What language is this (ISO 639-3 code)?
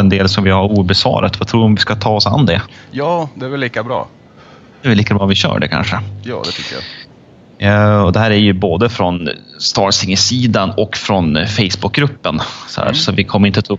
swe